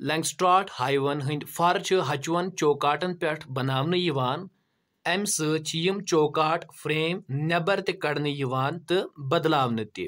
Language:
Kashmiri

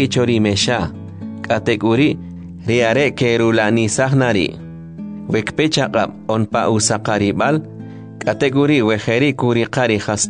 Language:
Kʼicheʼ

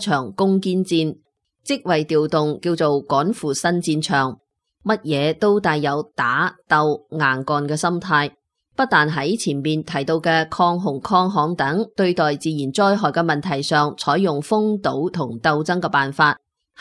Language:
Cantonese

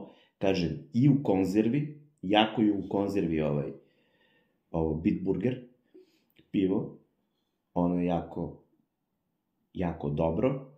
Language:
Serbian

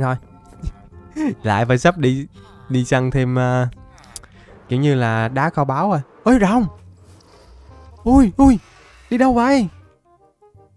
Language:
Vietnamese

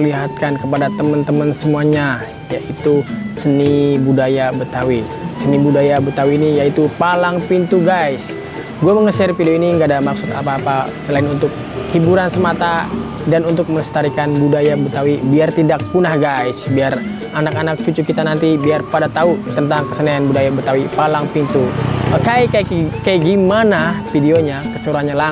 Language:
Betawi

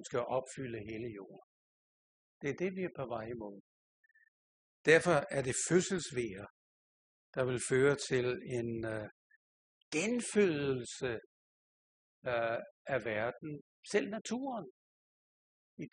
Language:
Danish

